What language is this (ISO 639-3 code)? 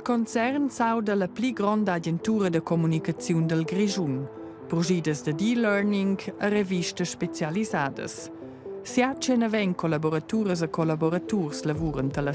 roh